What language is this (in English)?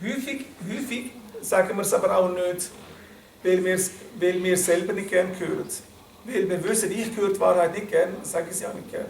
Swiss German